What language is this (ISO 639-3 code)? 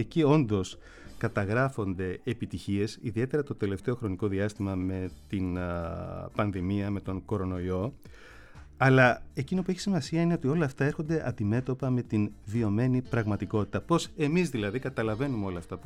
ell